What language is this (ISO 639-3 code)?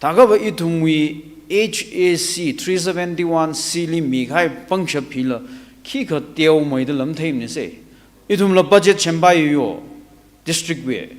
nmf